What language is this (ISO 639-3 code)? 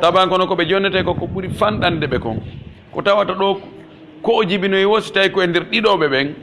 fuf